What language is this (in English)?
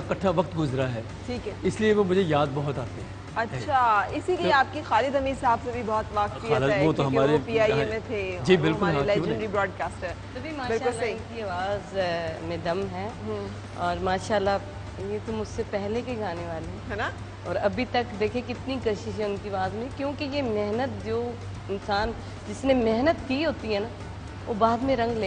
Urdu